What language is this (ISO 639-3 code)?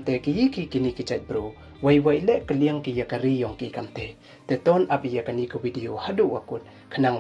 pbv